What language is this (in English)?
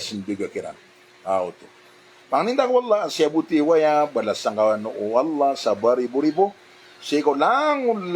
Maranao